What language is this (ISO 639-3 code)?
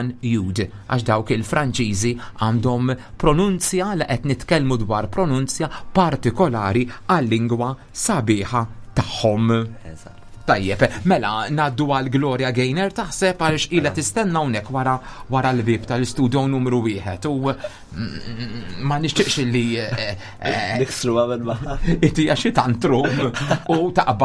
mlt